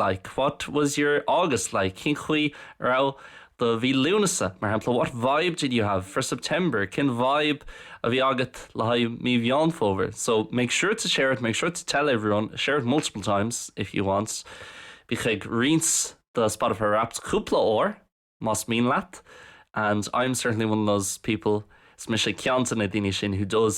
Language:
Irish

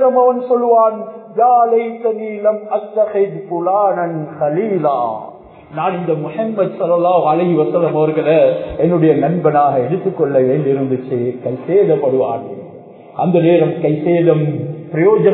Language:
Tamil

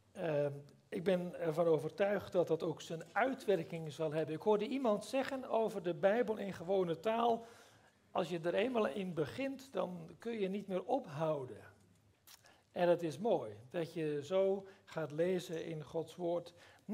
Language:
Dutch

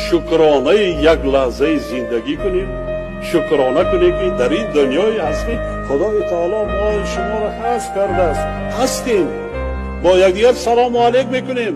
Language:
Tajik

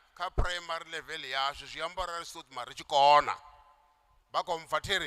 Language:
Venda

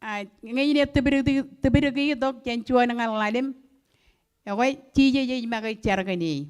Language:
Marshallese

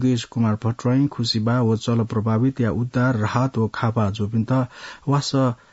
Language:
Newari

